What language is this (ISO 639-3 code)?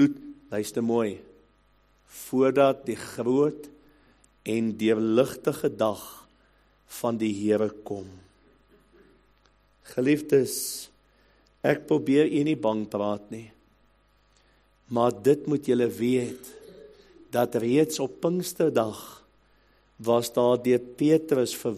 afr